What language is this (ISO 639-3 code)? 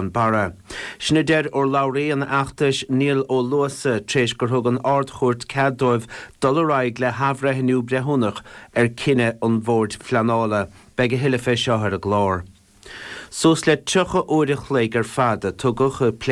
gle